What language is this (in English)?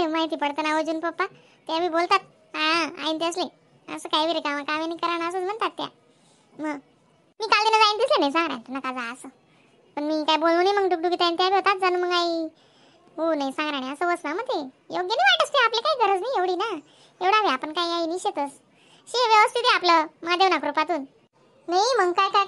Khandesi